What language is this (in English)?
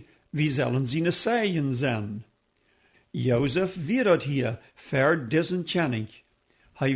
Plautdietsch